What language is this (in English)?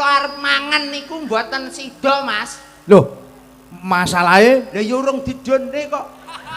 Javanese